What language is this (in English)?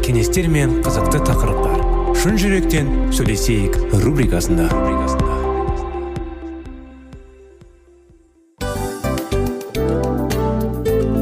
Kazakh